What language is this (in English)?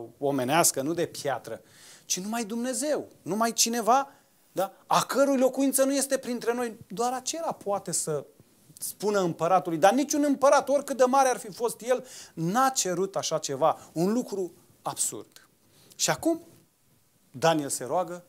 Romanian